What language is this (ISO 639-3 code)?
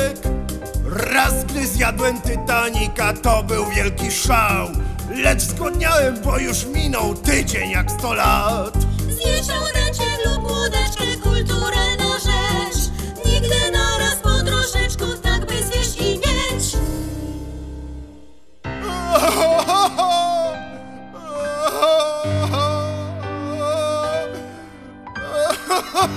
pol